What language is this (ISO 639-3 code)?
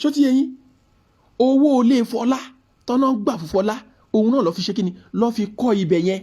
yor